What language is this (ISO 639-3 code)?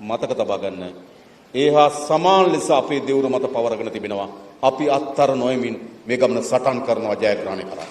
sin